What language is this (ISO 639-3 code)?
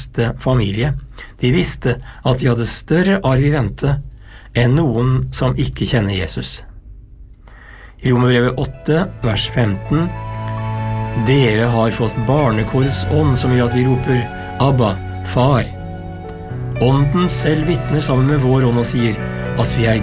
nor